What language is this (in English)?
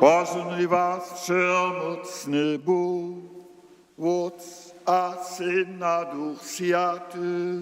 Upper Sorbian